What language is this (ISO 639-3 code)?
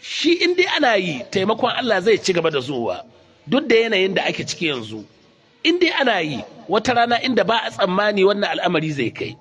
hau